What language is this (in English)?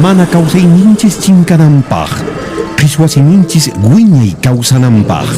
Quechua